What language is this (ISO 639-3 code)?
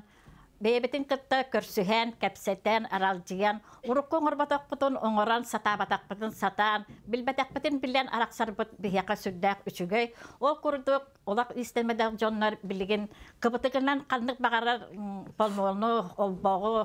sah